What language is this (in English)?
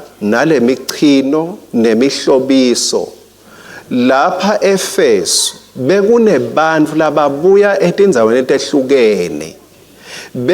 Swati